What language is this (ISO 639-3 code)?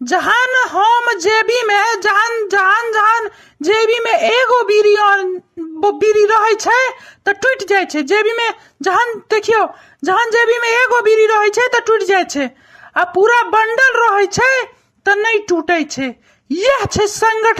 mai